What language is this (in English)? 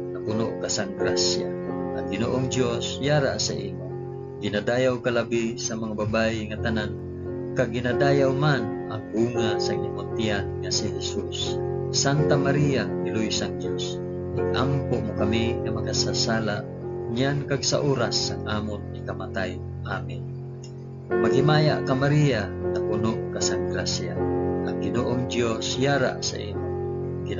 Hiligaynon